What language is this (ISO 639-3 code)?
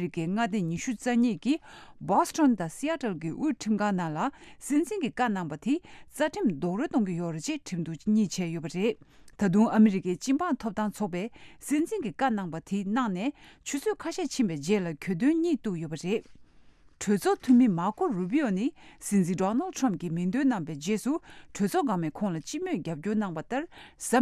bod